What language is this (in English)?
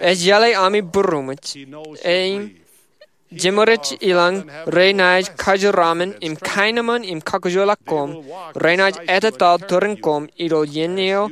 Marshallese